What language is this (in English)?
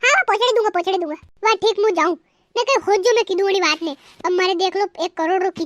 Rajasthani